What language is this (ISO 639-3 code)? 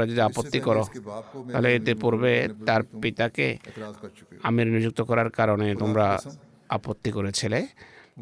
ben